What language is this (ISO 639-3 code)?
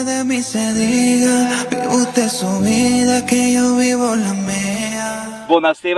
vec